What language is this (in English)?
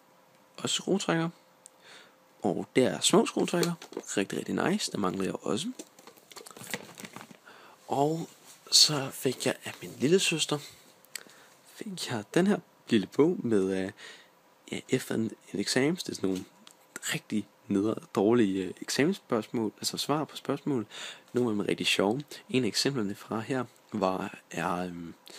Danish